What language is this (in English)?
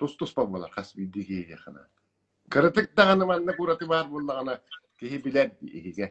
Yakut